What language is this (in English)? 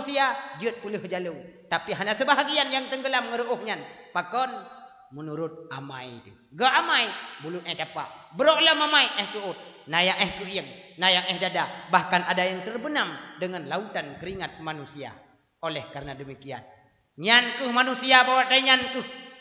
Achinese